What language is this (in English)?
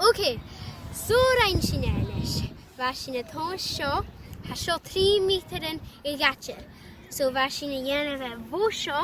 Scottish Gaelic